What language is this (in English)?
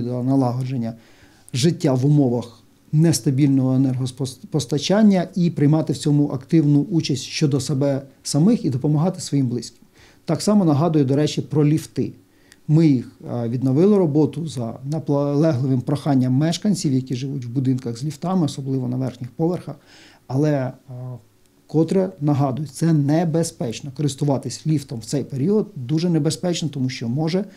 Ukrainian